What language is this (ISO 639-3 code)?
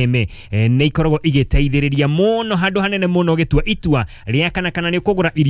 kik